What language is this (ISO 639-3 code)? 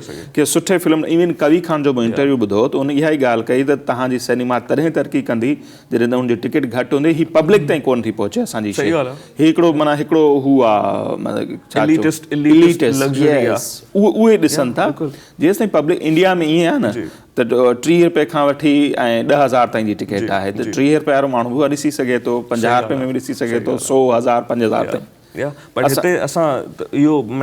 snd